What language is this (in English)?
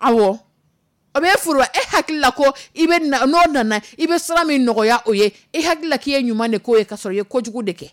Dyula